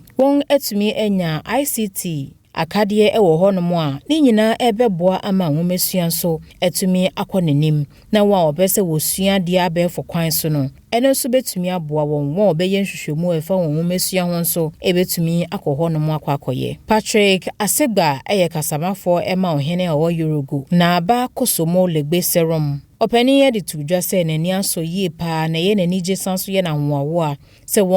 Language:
Akan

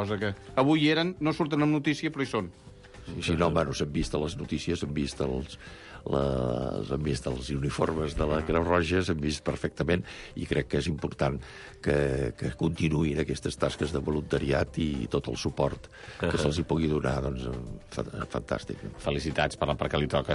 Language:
Catalan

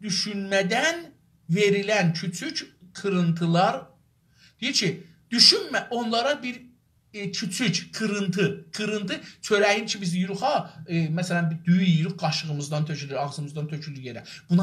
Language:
South Azerbaijani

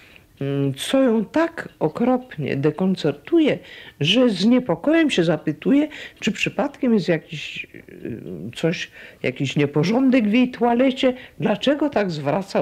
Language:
Polish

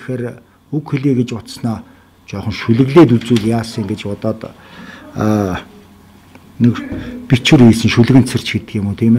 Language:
Mongolian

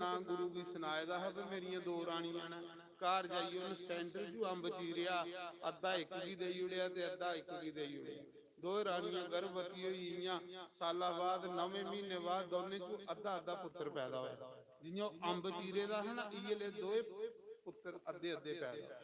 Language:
Dogri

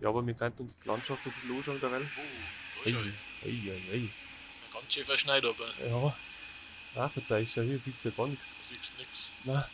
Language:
Bavarian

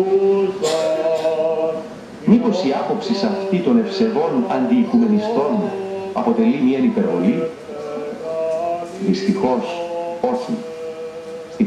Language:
Greek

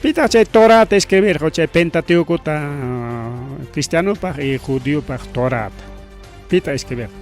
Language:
Ayacucho Quechua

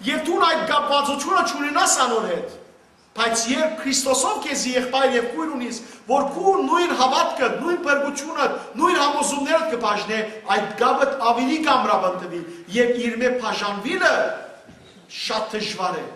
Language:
Western Armenian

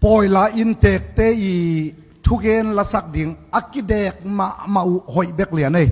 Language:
Tedim Chin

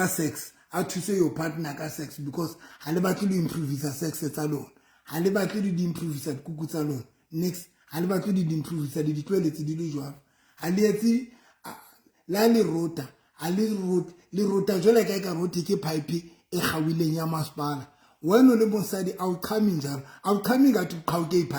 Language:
Southern Sotho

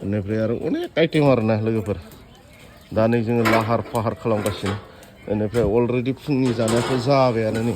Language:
Bodo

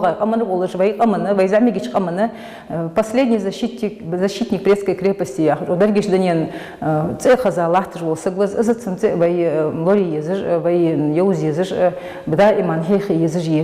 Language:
Ingush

